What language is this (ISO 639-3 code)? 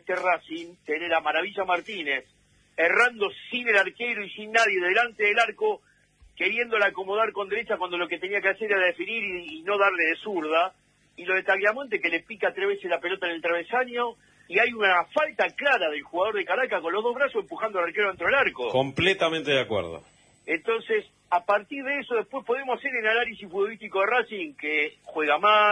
spa